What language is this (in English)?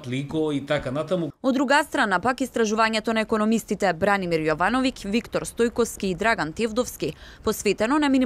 Macedonian